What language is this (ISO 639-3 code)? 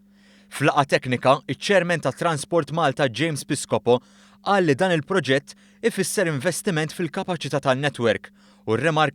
mlt